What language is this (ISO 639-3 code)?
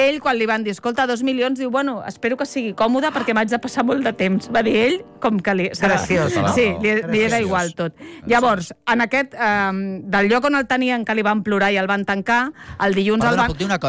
cat